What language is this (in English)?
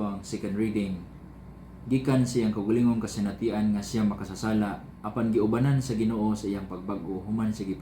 Cebuano